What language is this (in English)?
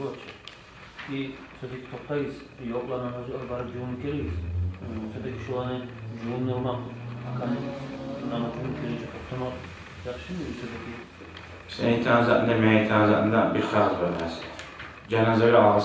Kumyk